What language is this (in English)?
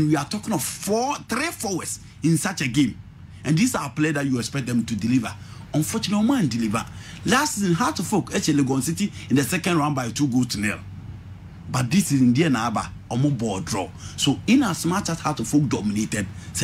English